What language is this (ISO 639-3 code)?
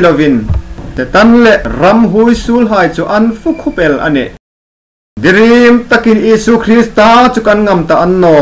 hmr